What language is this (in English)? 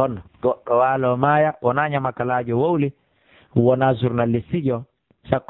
Fula